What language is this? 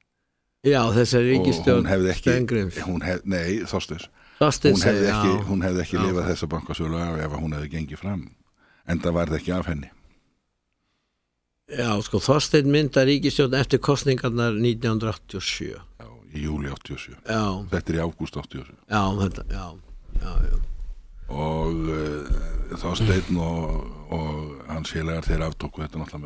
Icelandic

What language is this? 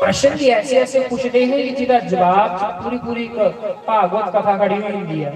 Dogri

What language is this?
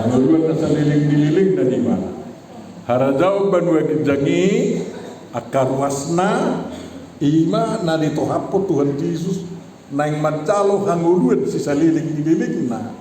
Batak Toba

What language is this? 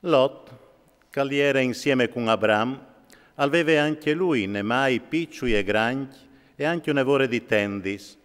Friulian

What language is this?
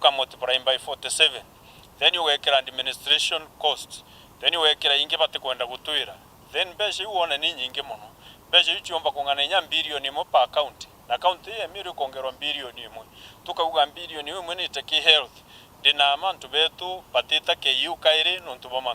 Meru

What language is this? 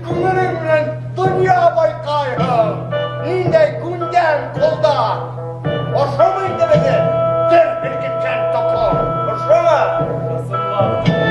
Bashkir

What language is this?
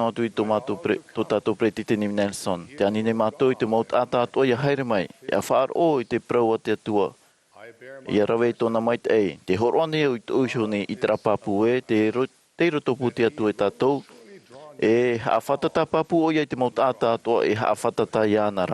Tahitian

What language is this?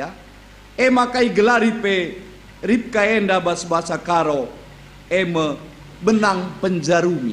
Batak Karo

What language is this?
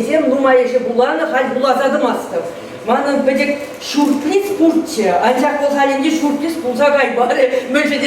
Chuvash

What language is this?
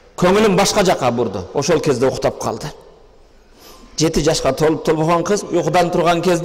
Kyrgyz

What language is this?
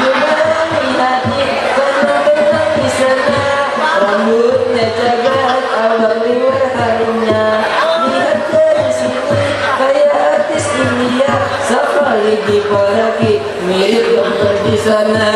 Banjar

